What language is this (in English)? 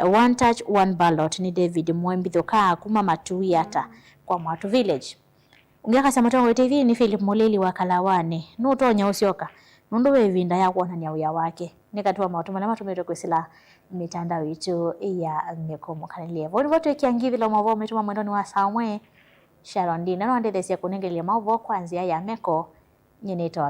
Kamba